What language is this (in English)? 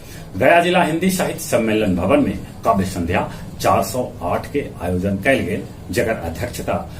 Magahi